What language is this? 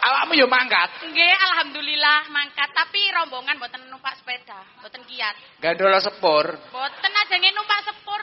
Javanese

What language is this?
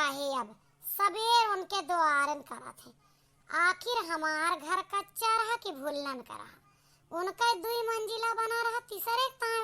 Awadhi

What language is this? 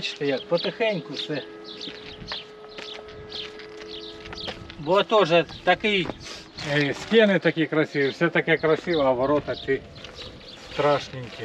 Ukrainian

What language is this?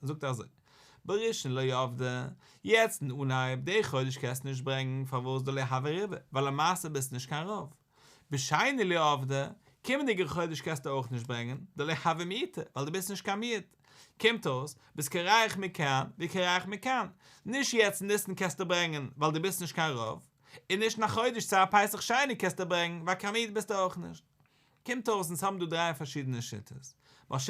Yiddish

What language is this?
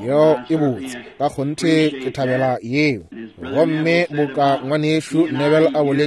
Northern Sotho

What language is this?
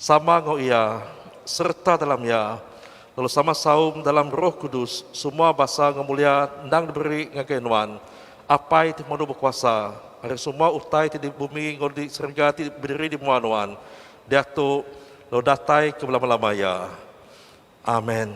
Iban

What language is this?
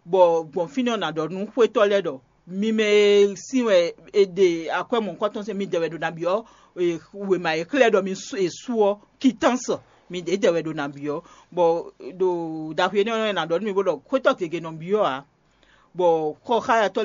Fon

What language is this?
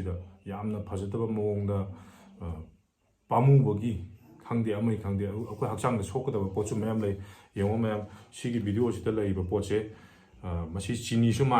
Manipuri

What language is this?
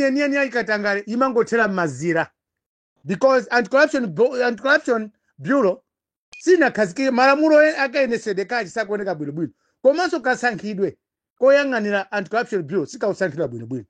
Nyanja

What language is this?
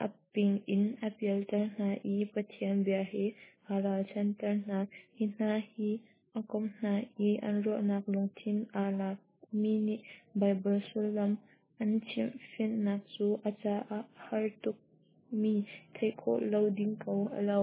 Hakha Chin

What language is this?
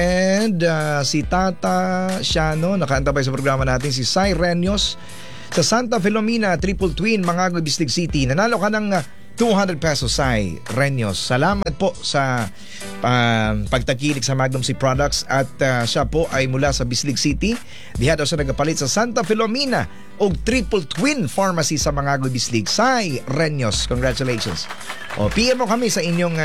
Filipino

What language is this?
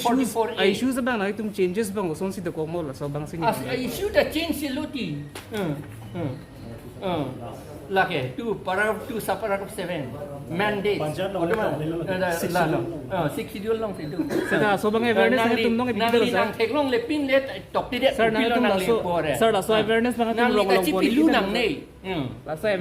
Karbi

